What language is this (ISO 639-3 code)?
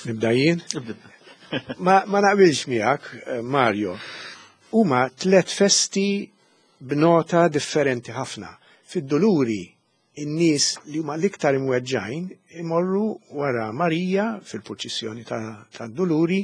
mlt